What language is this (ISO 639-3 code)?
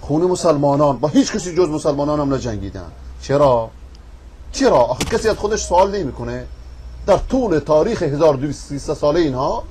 fas